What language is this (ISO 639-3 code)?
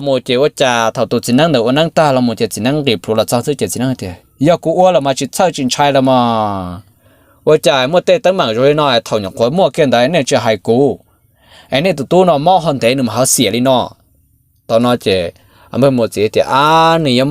hmn